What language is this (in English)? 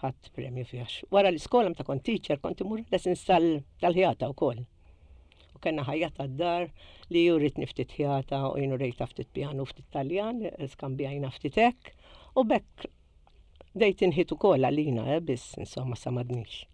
Maltese